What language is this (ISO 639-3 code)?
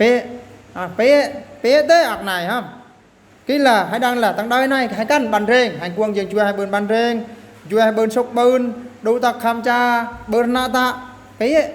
bru